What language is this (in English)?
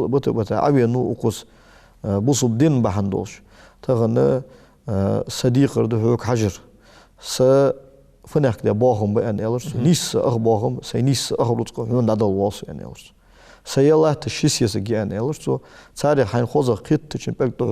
Ingush